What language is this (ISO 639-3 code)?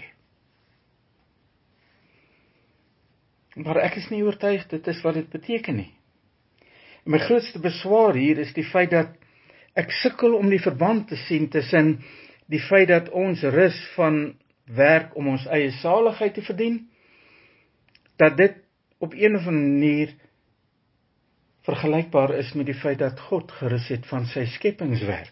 afr